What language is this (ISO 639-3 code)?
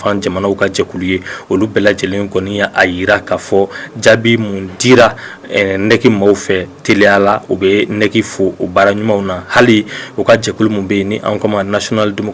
bam